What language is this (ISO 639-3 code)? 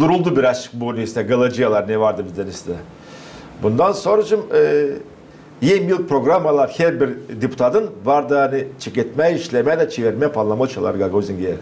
gag